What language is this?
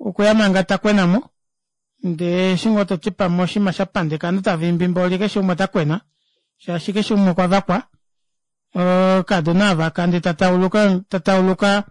Kuanyama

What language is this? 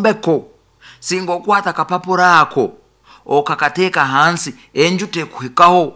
Nyoro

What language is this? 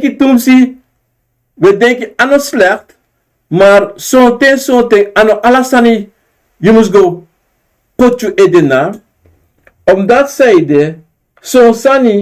Sranan Tongo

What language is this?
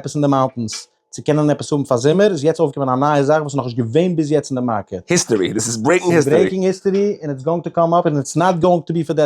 Yiddish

